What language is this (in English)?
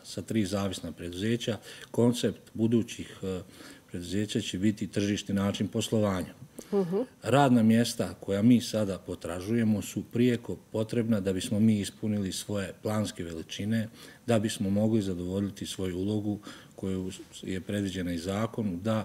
Bosnian